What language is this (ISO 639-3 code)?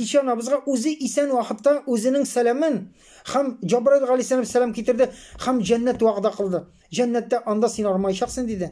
tat